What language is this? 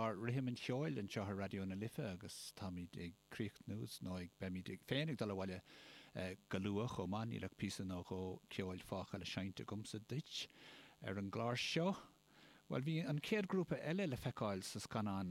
Irish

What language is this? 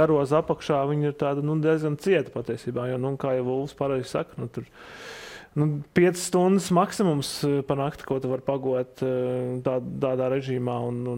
Latvian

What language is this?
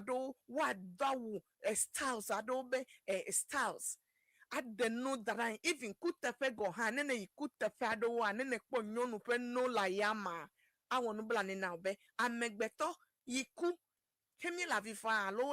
Ewe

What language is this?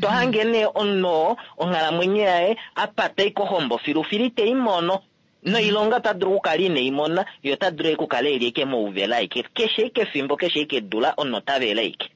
Kuanyama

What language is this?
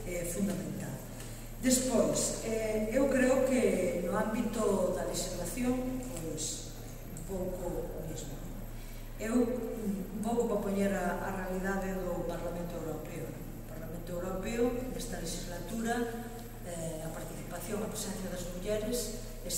Galician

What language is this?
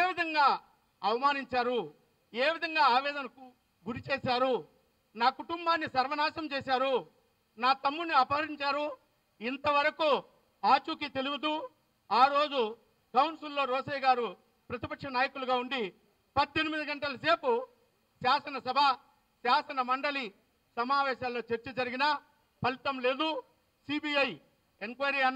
Telugu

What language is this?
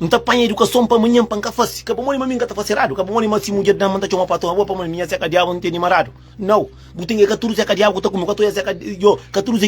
Kabuverdianu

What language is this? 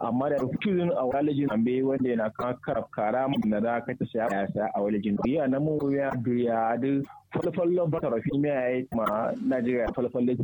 Kanuri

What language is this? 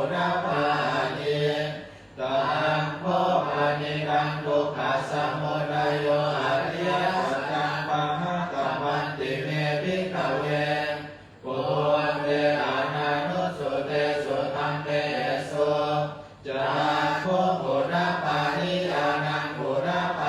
Pali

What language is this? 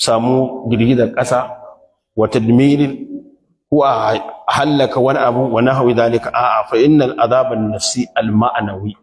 Hausa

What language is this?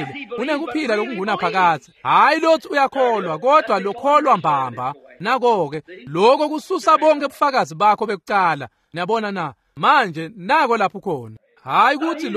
Swati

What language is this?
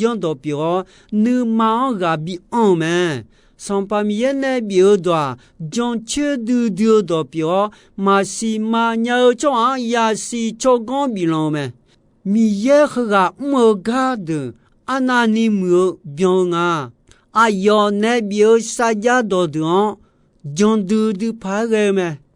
Akha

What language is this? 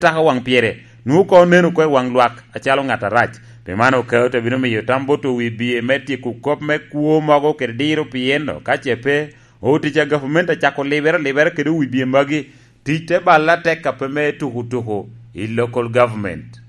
Lango (Uganda)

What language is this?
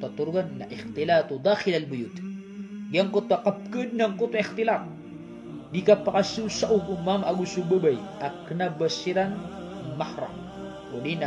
Maranao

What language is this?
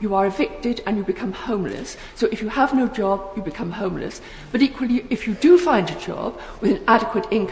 English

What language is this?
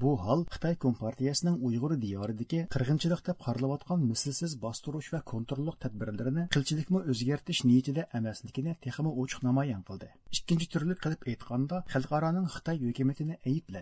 Uyghur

